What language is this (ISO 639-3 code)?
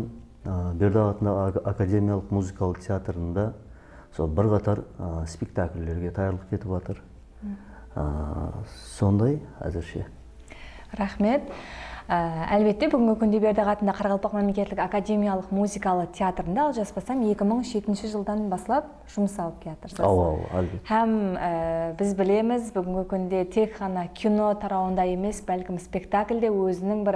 kaa